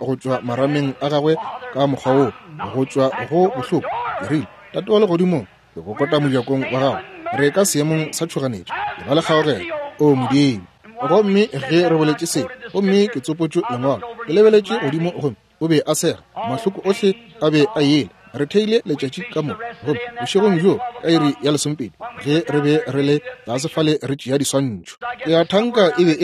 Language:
Northern Sotho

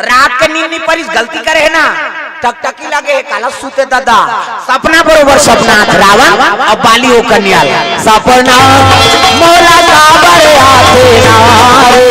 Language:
Chhattisgarhi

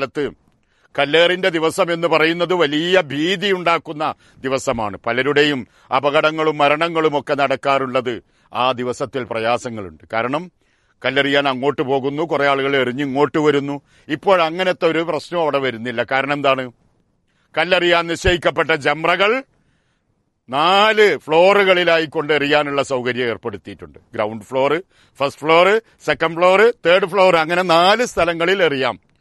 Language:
Malayalam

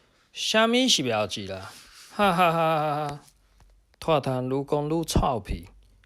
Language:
Min Nan Chinese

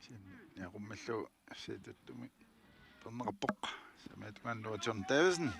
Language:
Kalaallisut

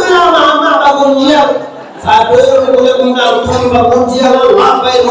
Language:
Minangkabau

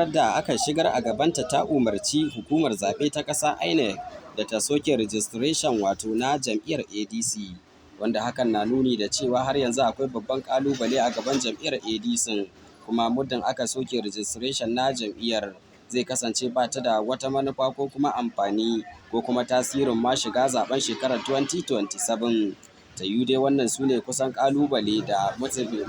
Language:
Hausa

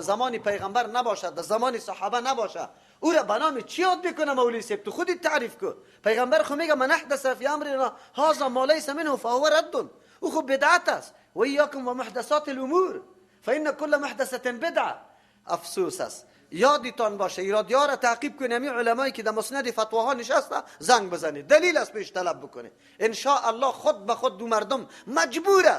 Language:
Persian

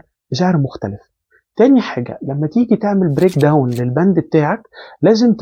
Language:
Egyptian Arabic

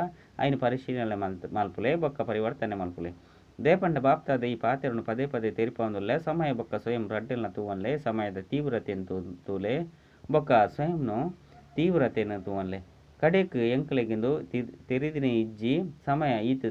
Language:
Tulu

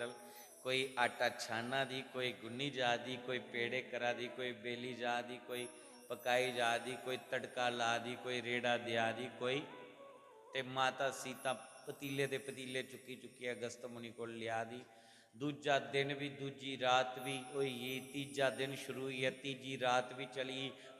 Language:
Dogri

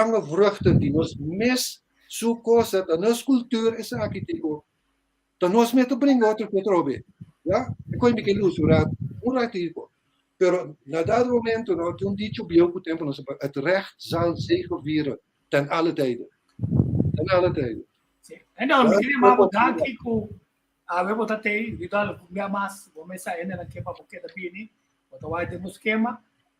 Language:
Papiamento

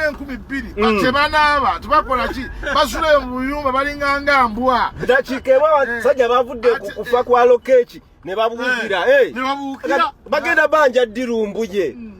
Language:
Ganda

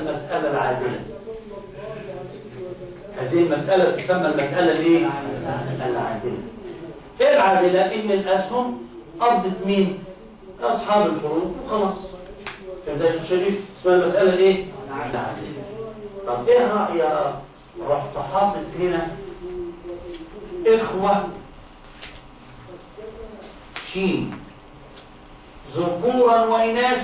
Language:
Egyptian Arabic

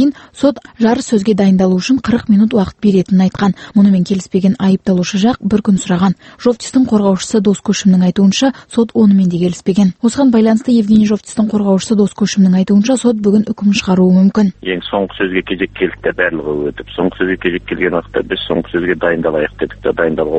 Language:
Kazakh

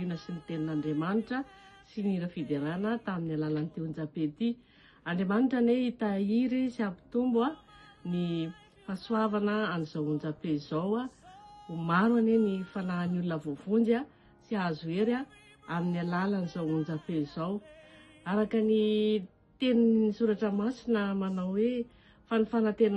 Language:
Malagasy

